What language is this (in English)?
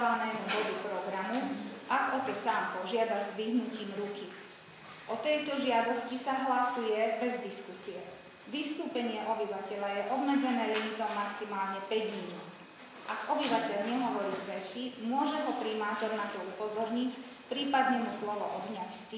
Slovak